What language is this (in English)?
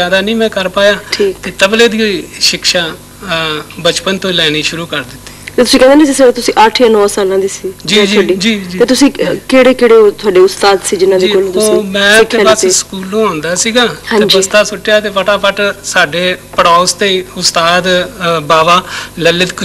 Punjabi